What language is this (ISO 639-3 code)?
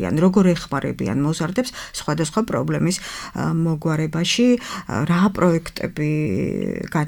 kat